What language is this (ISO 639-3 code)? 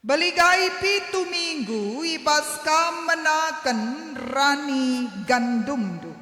btx